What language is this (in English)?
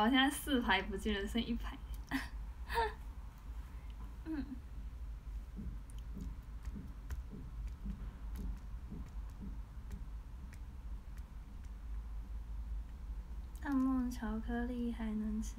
Chinese